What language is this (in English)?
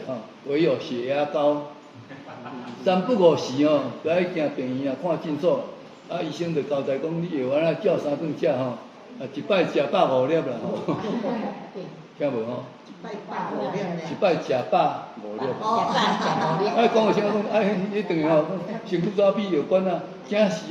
Min Nan Chinese